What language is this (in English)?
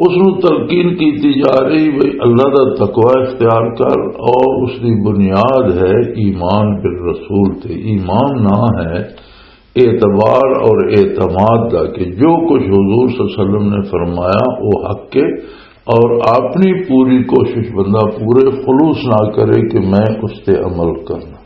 Western Panjabi